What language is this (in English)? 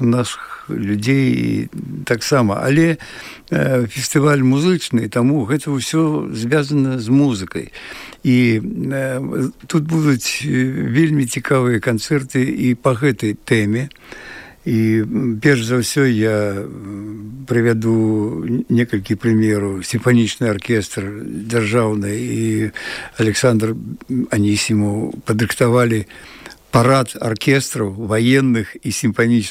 Belarusian